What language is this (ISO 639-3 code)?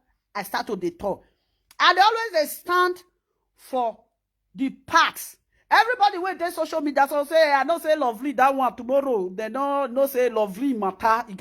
pcm